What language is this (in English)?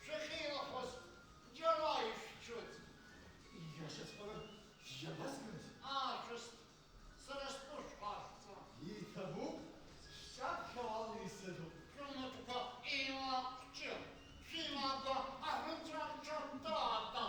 Abkhazian